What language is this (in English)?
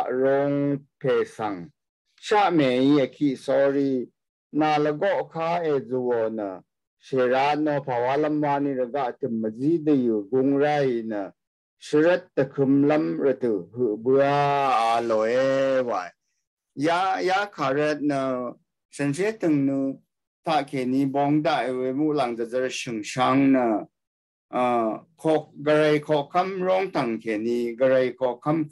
Rawang